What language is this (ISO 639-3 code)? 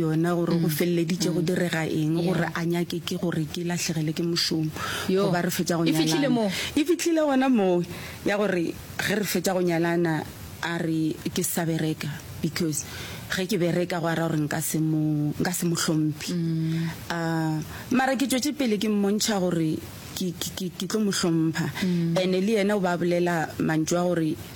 nso